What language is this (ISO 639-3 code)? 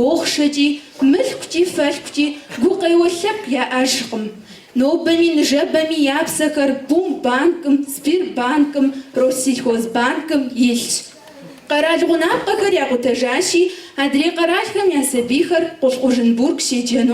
kbd